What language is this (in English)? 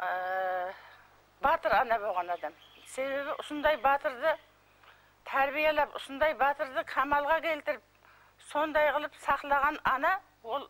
Kara-Kalpak